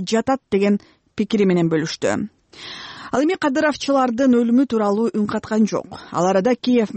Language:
Kyrgyz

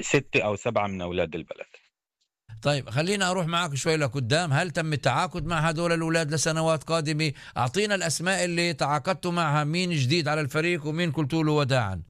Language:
North Levantine Arabic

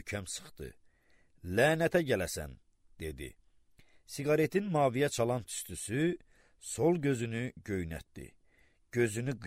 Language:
Azerbaijani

